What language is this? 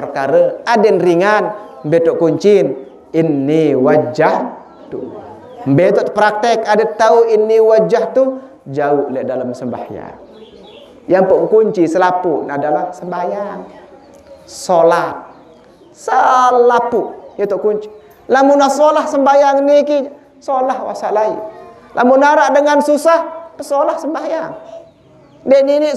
Sasak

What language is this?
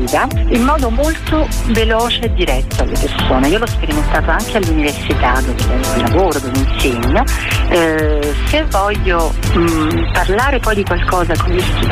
Italian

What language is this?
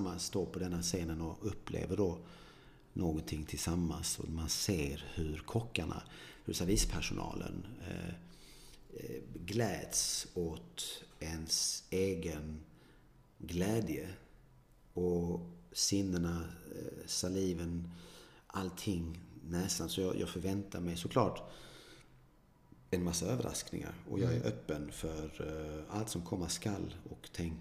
Swedish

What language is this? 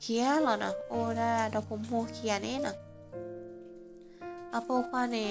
S'gaw Karen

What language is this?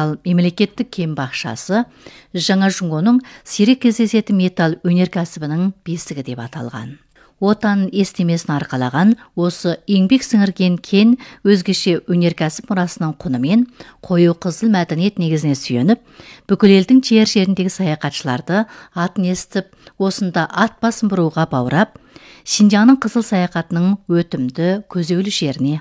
Kazakh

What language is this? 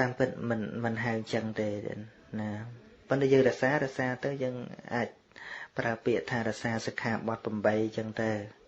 Khmer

